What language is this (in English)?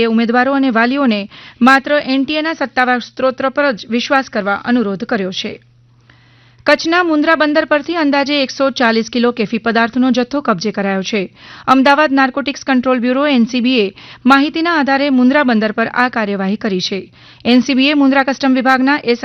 Gujarati